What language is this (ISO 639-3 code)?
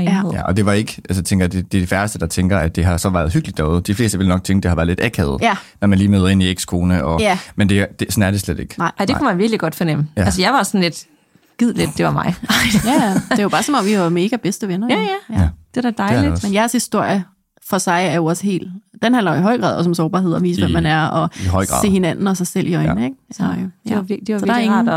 dan